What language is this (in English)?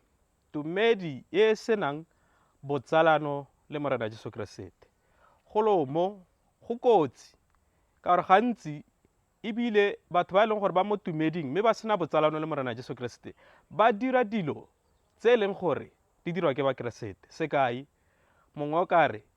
Tswana